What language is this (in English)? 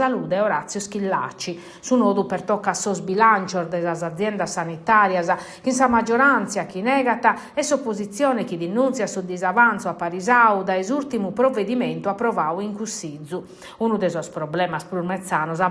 Sardinian